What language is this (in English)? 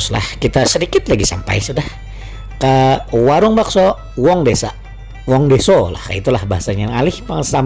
Banjar